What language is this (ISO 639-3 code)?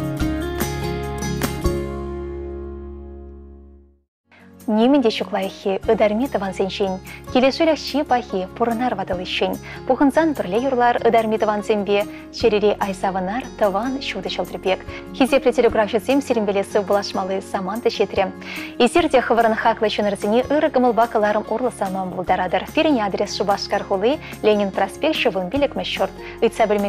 chv